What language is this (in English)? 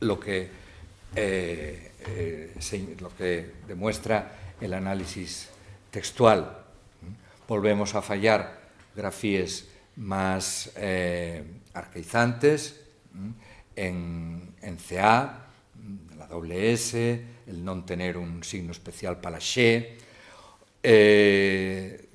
Asturian